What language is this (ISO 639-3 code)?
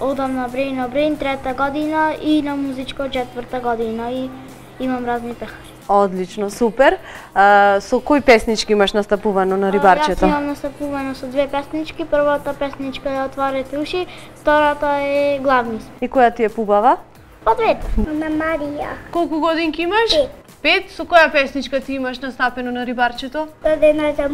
mkd